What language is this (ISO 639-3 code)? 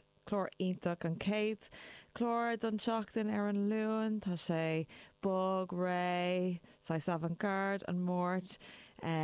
gle